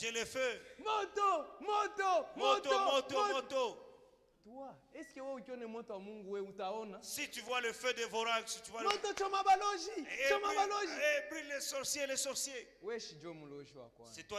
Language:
Swahili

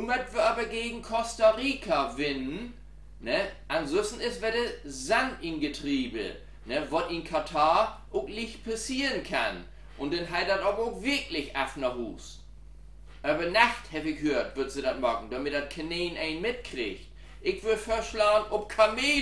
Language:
Low German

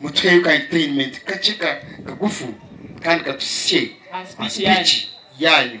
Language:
Nyankole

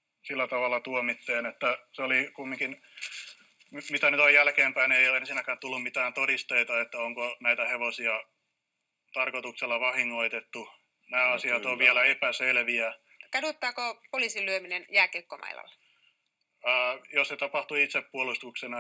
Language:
Finnish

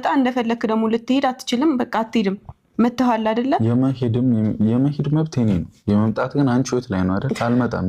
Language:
Amharic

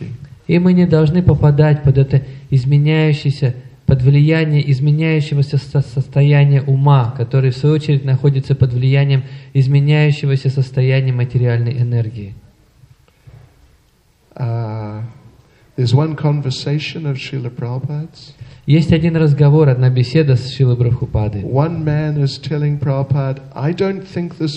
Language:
Russian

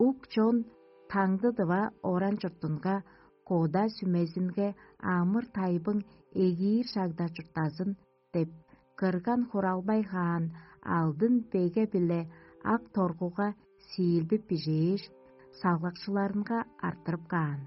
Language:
Tuvinian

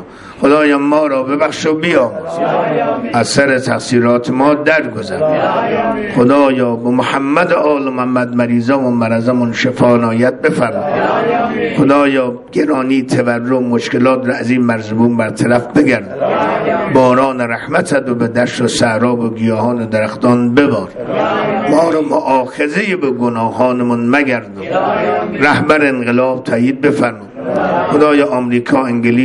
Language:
Persian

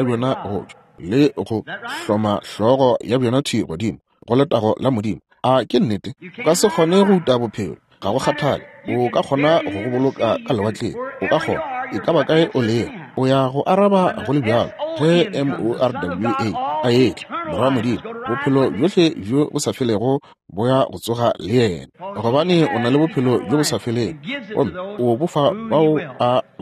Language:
Northern Sotho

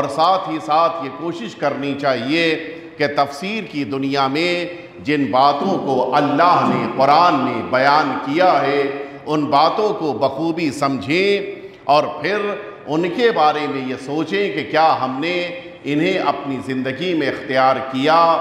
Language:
Urdu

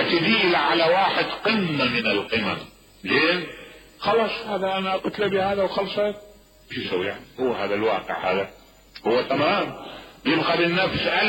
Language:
Mesopotamian Arabic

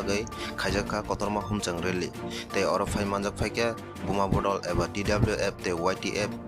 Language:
Kok Borok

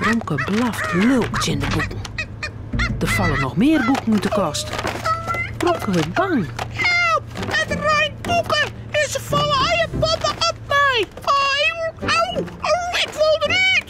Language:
Western Frisian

